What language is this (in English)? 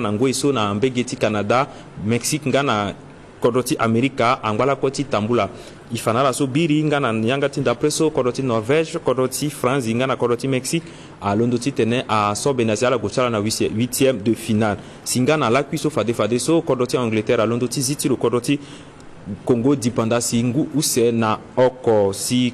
Sango